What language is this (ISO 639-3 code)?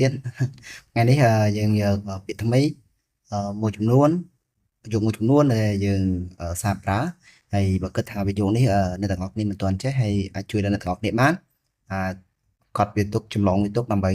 khm